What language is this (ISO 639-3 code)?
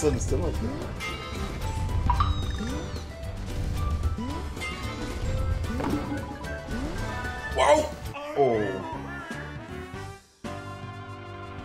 deu